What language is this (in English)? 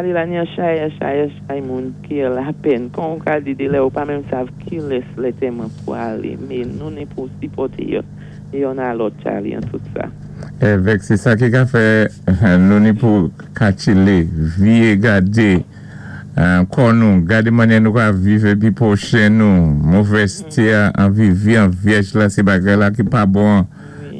Saint Lucian Creole French